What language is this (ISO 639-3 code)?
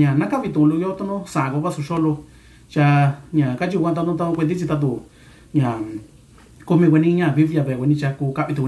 mix